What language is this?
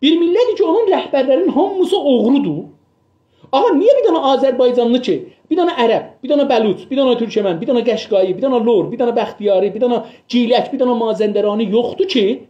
South Azerbaijani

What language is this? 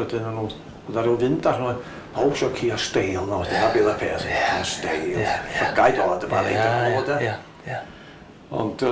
Welsh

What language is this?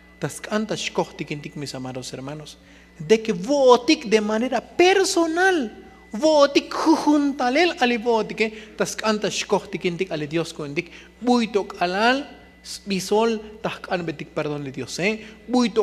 Tzotzil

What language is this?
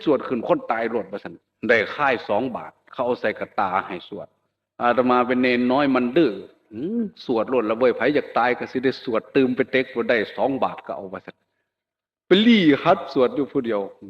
Northeastern Thai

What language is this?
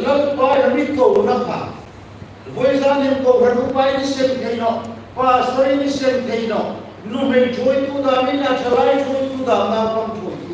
Hmar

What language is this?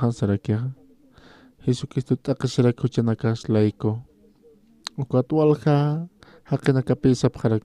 Aymara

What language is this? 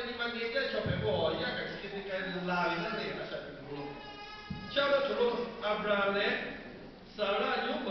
Lahu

